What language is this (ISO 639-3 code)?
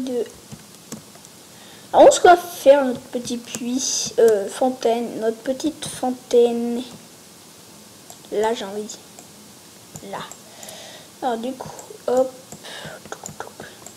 fra